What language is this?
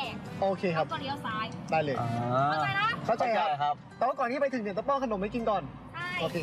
Thai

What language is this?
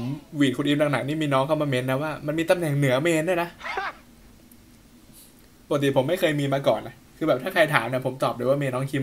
Thai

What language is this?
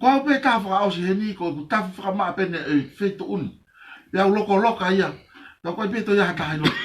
Tongan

